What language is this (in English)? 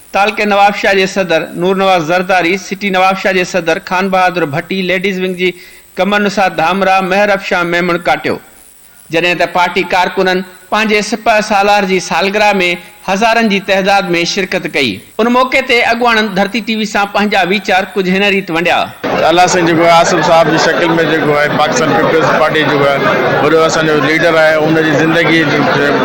Sindhi